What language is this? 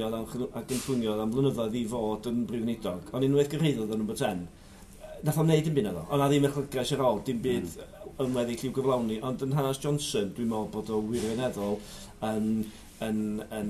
Welsh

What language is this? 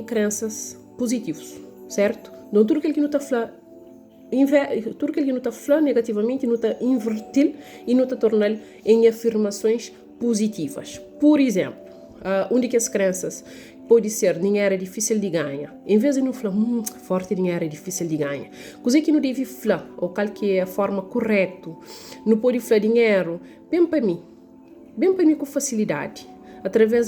Kabuverdianu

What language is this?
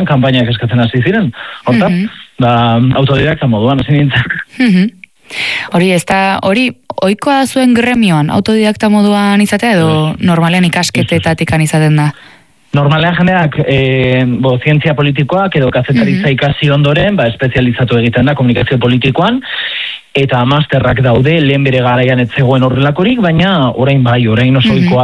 Basque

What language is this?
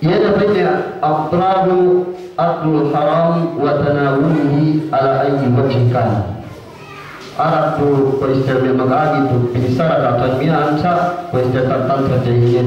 Yakan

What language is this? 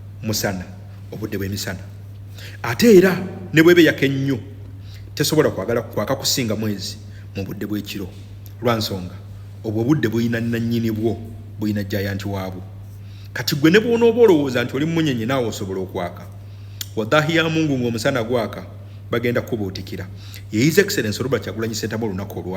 Ganda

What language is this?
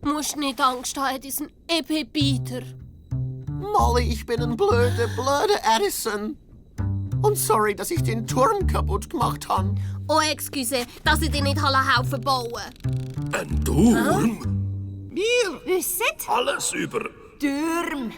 Swiss German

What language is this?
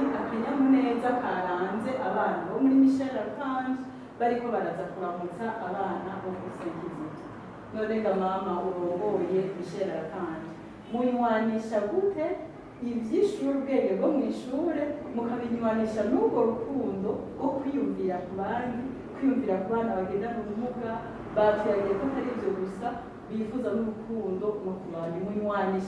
Rundi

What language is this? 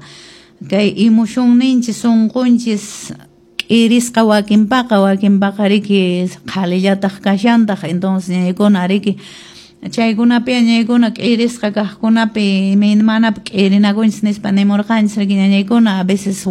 Quechua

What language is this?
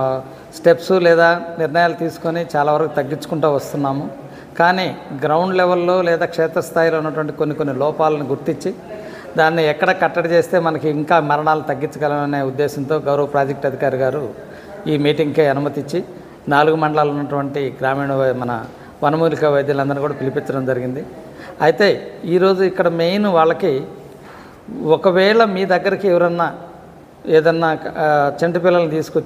Telugu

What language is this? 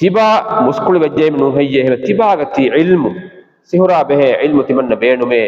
Divehi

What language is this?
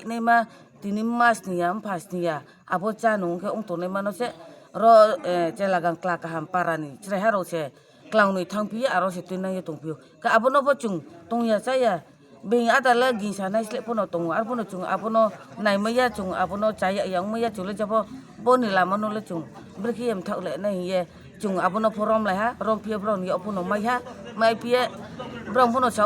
Riang (India)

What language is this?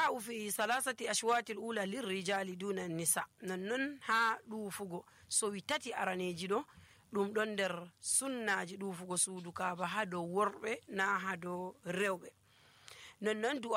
Nigerian Fulfulde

